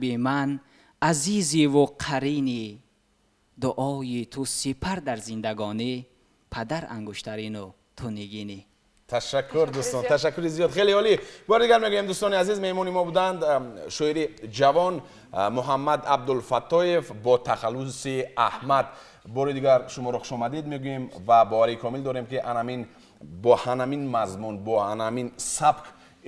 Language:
Tajik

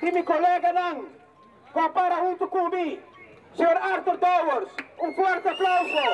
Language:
Papiamento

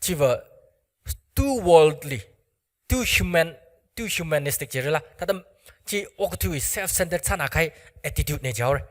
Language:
Tangkhul Naga (India)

